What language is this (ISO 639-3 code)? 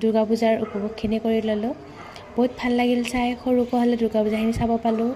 asm